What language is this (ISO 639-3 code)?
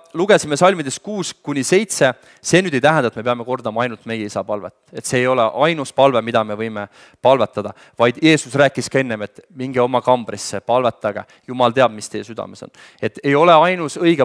est